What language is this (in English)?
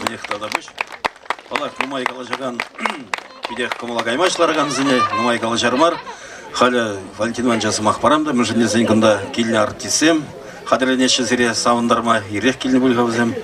Chuvash